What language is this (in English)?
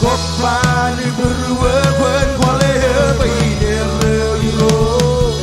Marshallese